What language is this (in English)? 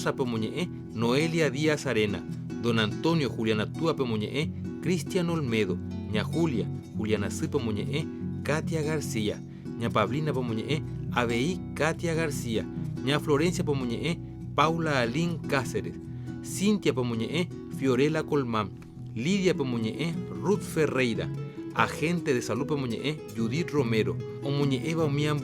Guarani